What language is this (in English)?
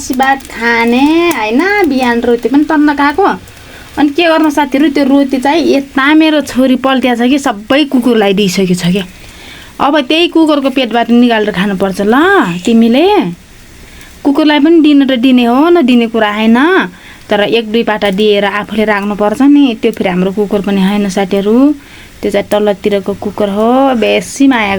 Nepali